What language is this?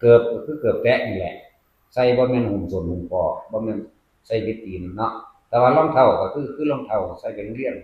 Northeastern Thai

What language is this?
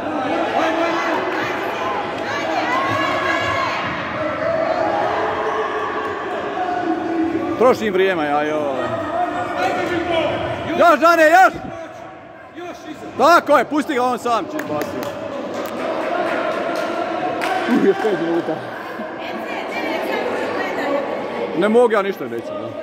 Croatian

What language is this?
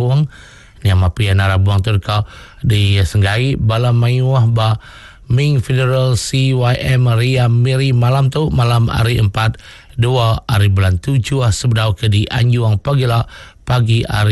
Iban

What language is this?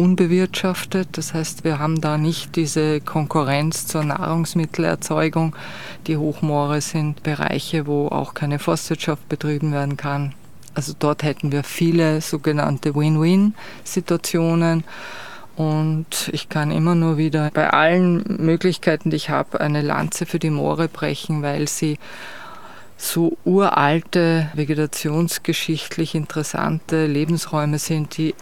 German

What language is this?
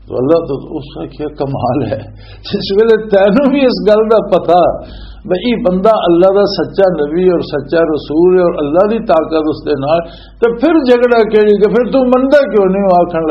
Western Panjabi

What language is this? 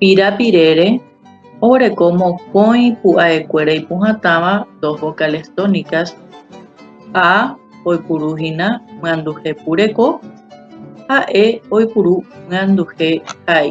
Guarani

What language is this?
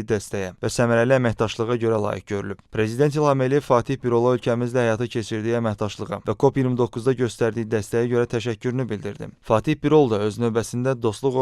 Azerbaijani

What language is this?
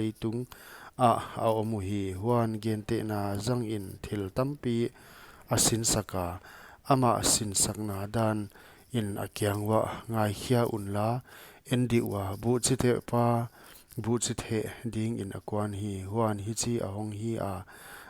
Paite Chin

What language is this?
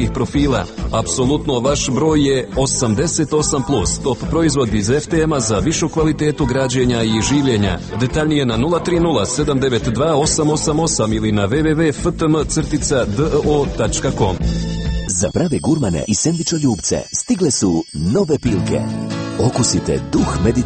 Croatian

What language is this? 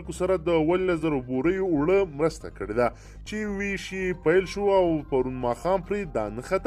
Pashto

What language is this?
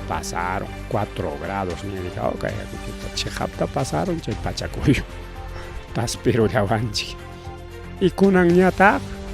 Ayacucho Quechua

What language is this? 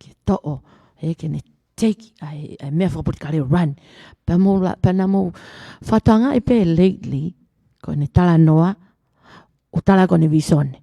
Tongan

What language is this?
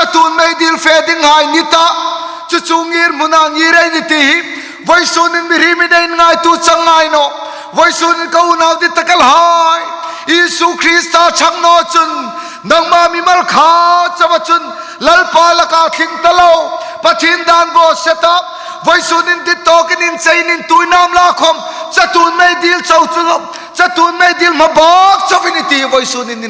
Hmar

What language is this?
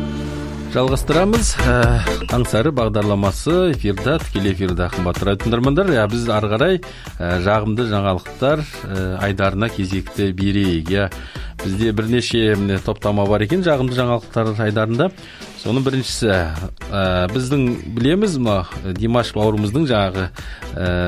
Kazakh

